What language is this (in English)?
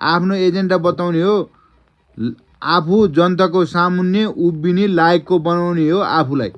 Nepali